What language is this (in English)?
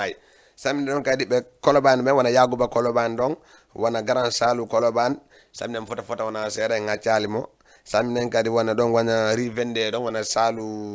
Fula